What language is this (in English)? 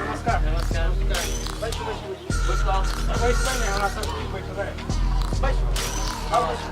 Maithili